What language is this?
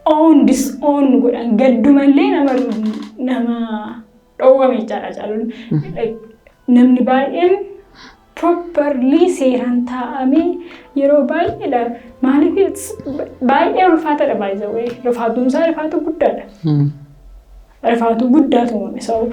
Oromo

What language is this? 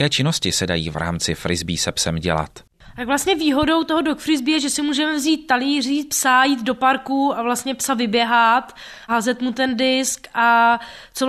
Czech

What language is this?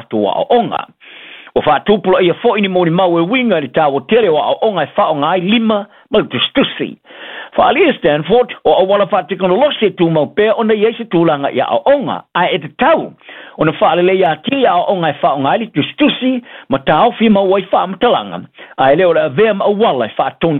Samoan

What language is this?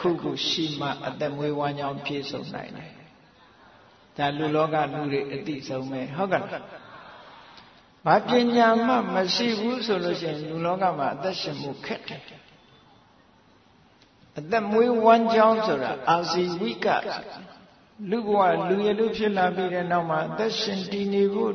Burmese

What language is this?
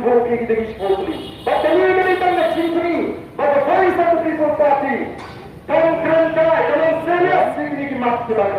Khasi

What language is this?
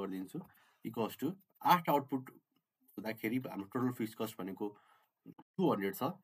Nepali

